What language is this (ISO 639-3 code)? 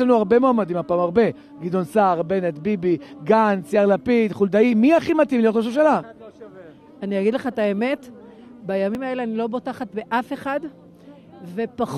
heb